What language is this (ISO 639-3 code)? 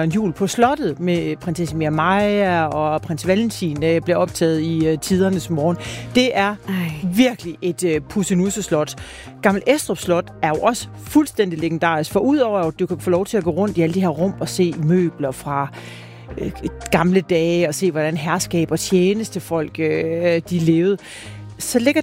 dan